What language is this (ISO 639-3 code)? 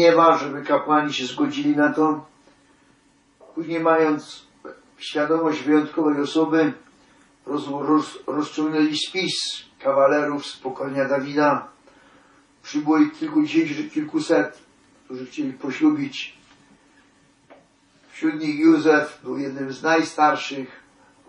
pol